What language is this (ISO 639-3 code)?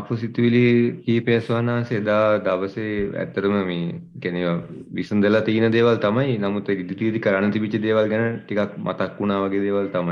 sin